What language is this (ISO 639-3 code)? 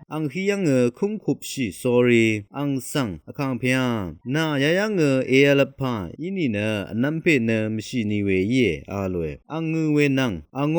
raw